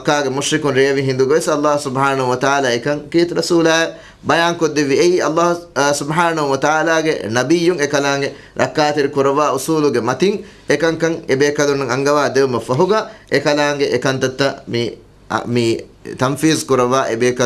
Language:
Divehi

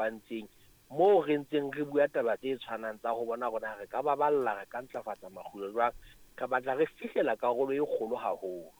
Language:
Southern Sotho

